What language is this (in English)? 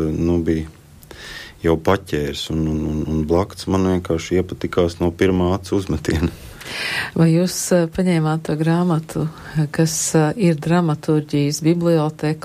Latvian